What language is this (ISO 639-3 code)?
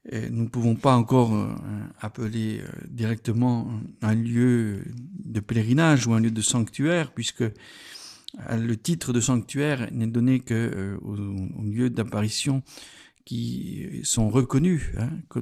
fra